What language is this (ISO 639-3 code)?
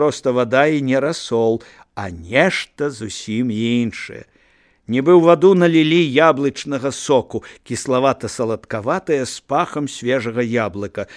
bel